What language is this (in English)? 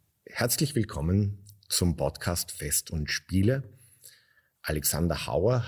German